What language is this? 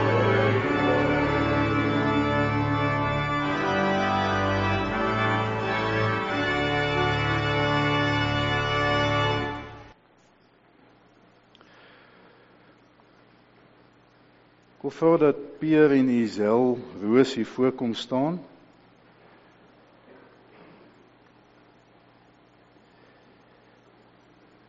Afrikaans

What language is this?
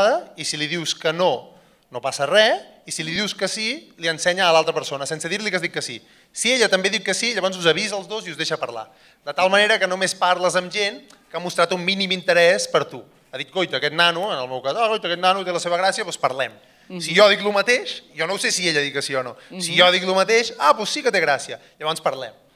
Catalan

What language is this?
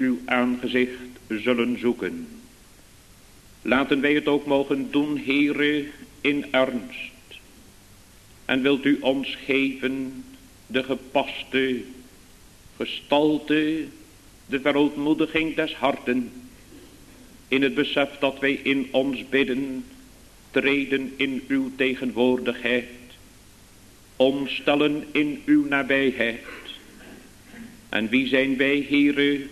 Dutch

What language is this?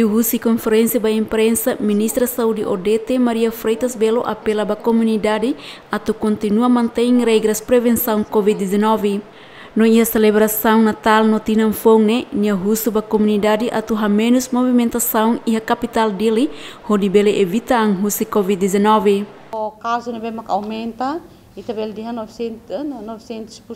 Tetum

